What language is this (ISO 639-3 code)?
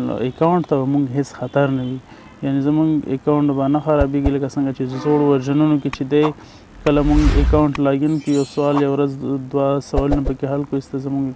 pus